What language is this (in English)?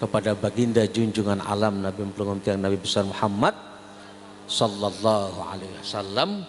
Sasak